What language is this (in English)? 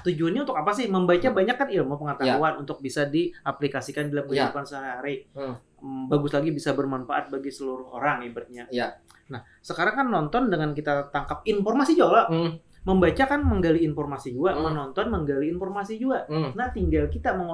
Banjar